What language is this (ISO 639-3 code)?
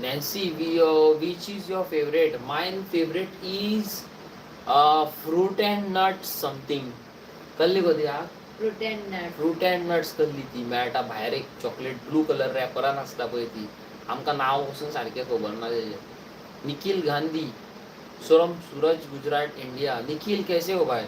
kok